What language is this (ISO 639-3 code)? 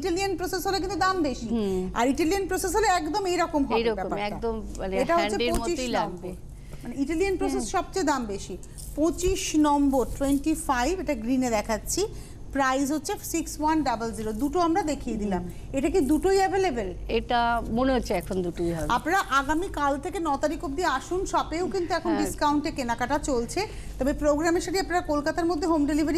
ben